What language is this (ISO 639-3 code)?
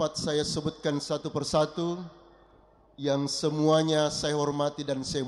bug